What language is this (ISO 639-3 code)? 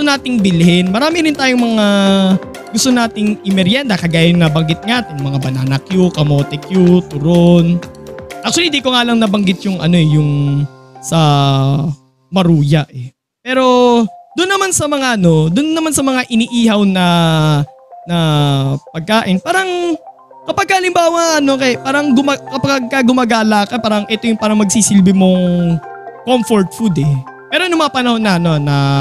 fil